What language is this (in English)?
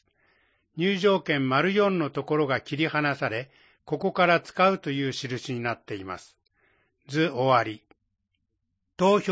Japanese